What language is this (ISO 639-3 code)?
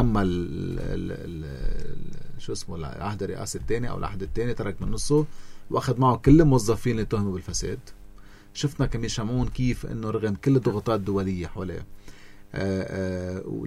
apc